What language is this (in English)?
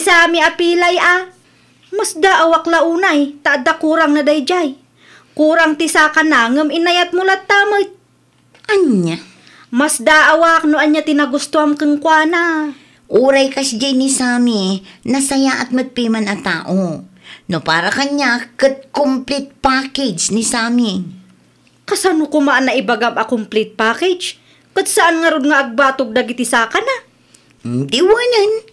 Iloko